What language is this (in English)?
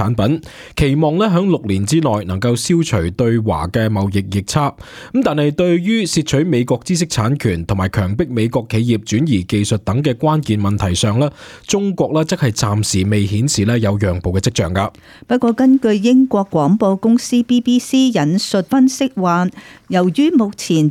Cantonese